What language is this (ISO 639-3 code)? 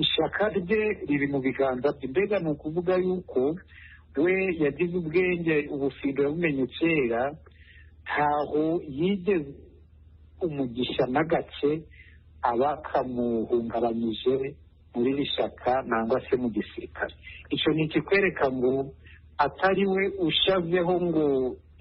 kin